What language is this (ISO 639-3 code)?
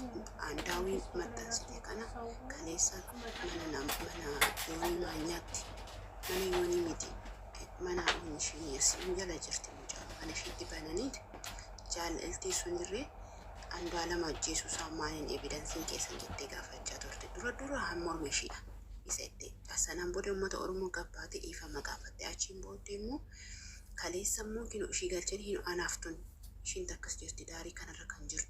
orm